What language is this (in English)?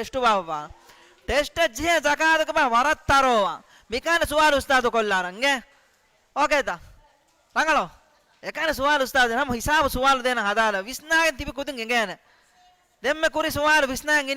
Divehi